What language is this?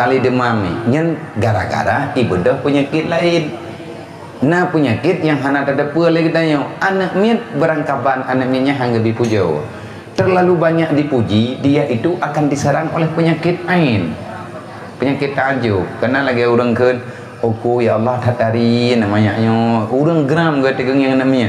Achinese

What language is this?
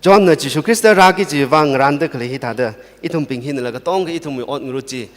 Tangkhul Naga (India)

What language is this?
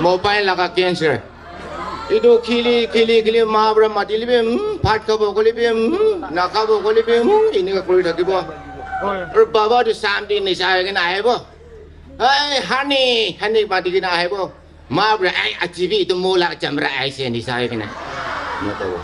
Naga Pidgin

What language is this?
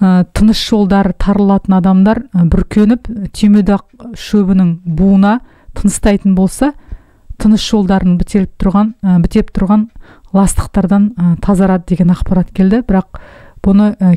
Kazakh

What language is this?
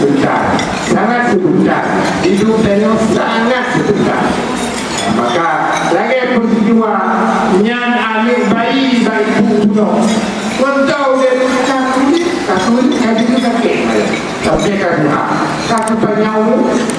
Achinese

